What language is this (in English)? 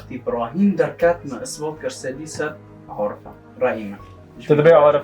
Kurdish